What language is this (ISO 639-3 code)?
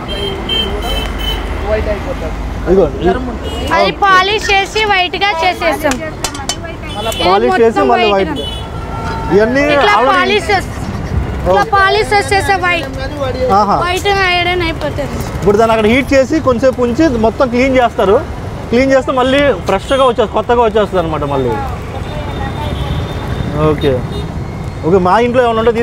tel